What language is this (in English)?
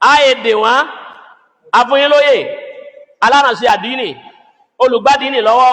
Yoruba